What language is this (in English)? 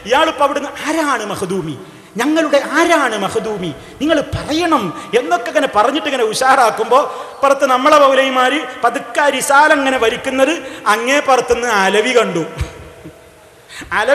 Malayalam